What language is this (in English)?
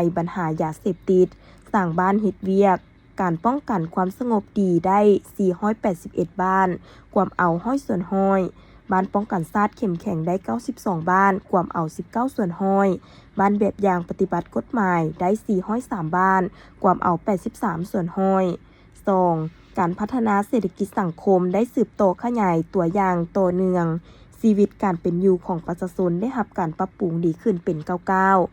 Lao